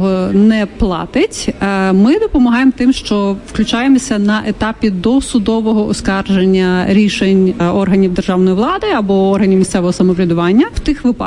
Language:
Ukrainian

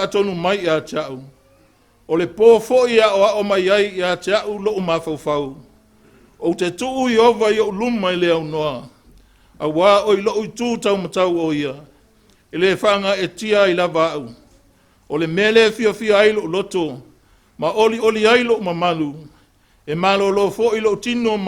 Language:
Samoan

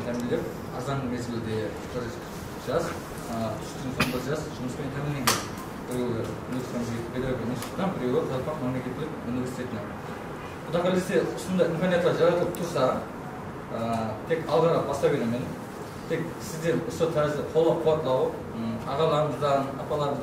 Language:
Kara-Kalpak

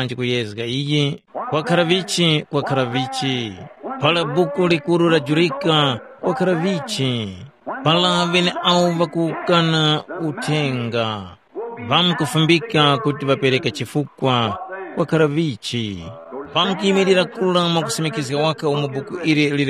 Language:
Tumbuka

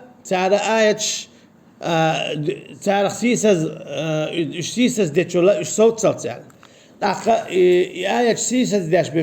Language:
Chechen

